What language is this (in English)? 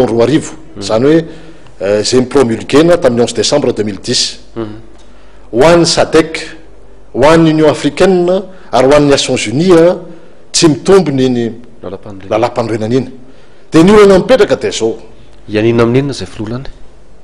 Malagasy